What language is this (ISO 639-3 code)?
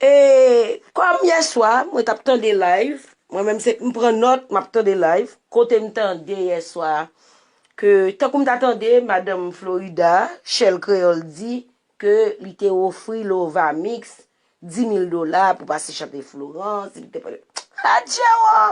hat